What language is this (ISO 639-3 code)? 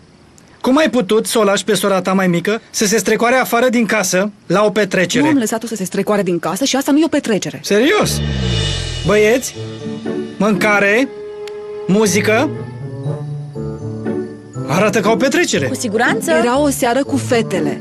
ron